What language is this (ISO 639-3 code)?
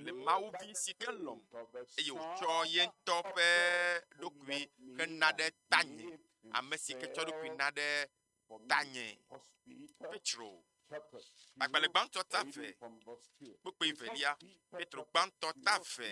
ewe